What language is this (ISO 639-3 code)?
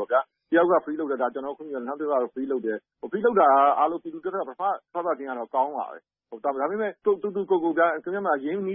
mya